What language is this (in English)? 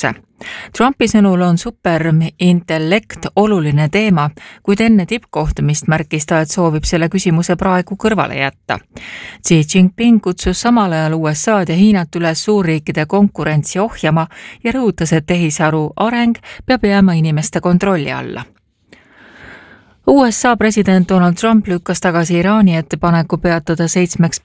Estonian